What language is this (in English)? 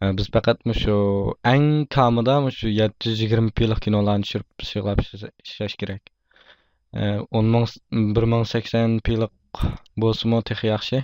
Uyghur